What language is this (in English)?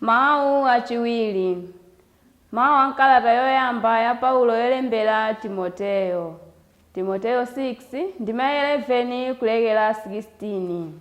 Nyanja